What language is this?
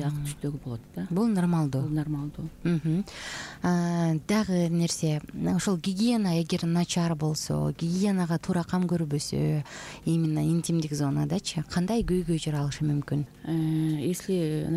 Kyrgyz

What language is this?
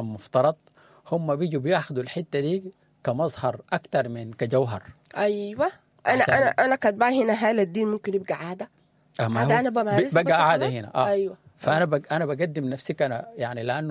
Sudanese Arabic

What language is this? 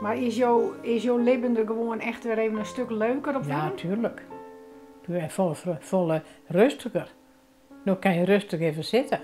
Western Frisian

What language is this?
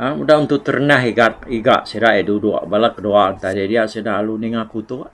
Iban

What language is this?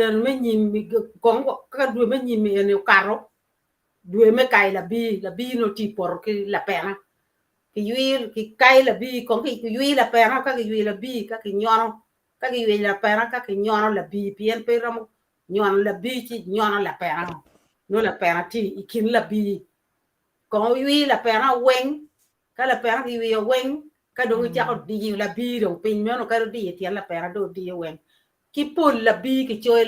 Acoli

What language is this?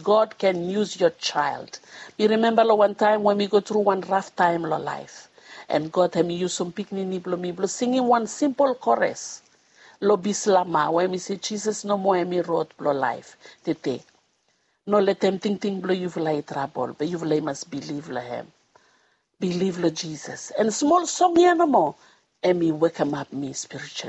Bislama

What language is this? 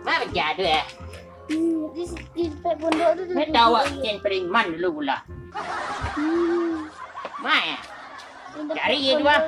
Minangkabau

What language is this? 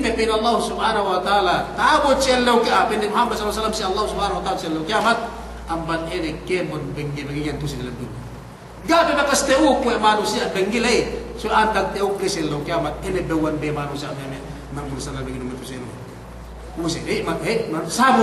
Yakan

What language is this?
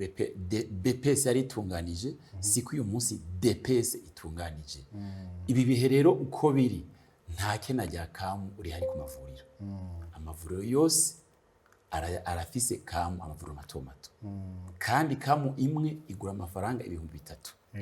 Rundi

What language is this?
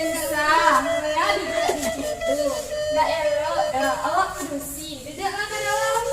Minangkabau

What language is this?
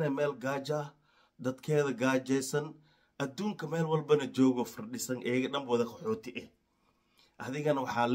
Somali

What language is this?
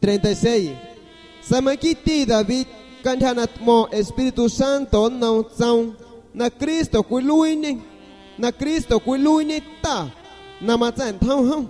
San Pedro Amuzgos Amuzgo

